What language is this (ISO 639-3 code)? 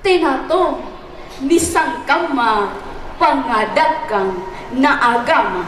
mak